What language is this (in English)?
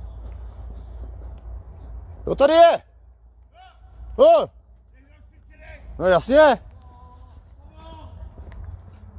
Czech